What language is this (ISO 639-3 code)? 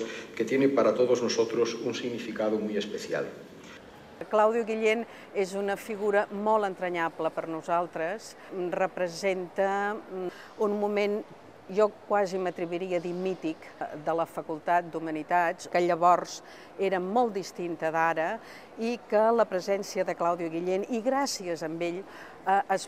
cat